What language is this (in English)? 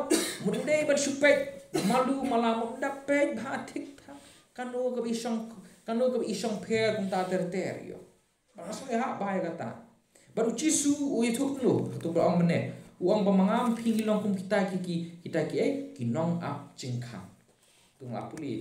Khasi